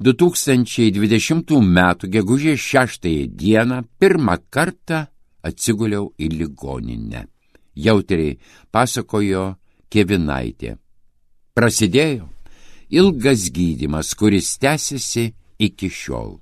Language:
Lithuanian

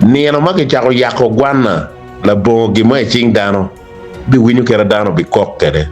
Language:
Acoli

